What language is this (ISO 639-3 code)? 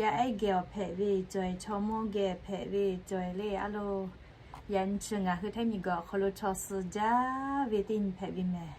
lhu